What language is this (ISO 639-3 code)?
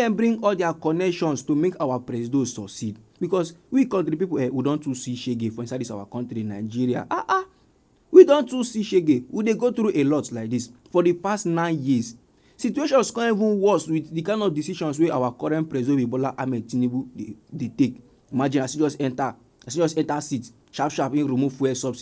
pcm